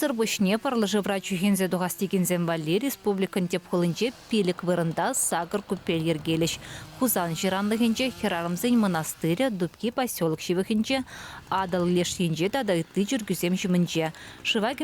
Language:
Chuvash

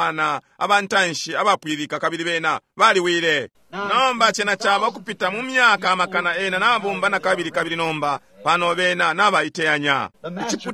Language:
Bemba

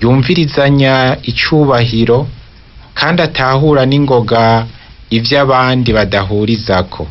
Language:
Rundi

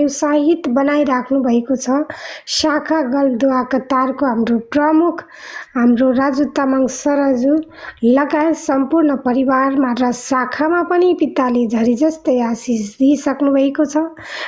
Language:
Nepali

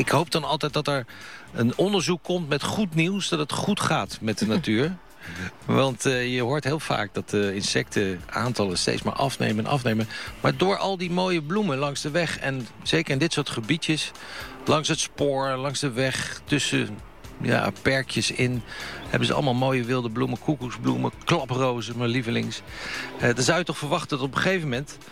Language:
Dutch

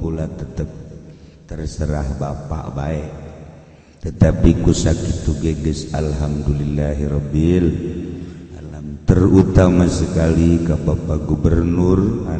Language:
Sundanese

